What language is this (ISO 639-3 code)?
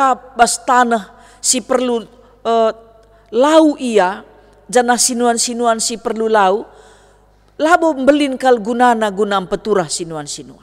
btx